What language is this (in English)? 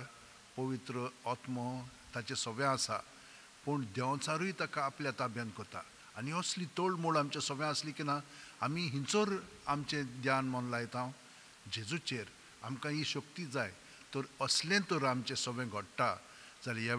Konkani